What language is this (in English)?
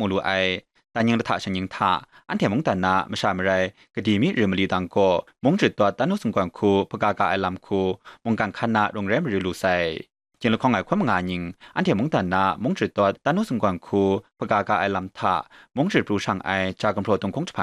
Kachin